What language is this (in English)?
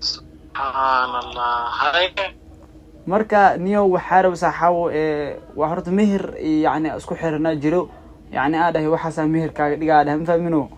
Somali